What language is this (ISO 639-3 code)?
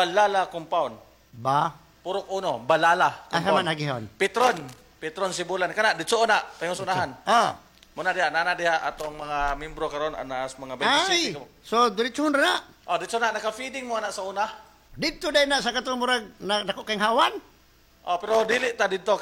ceb